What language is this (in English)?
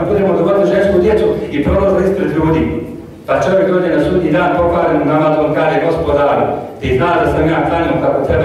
Bosnian